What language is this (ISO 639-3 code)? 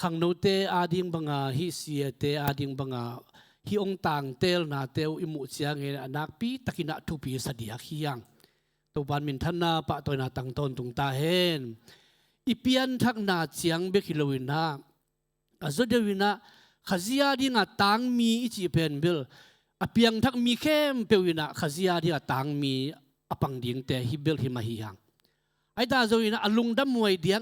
ctd